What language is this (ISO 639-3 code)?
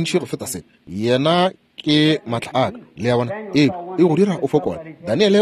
nso